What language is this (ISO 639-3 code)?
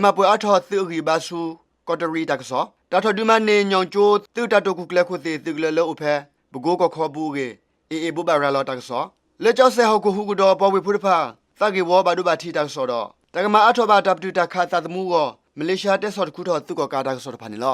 ksw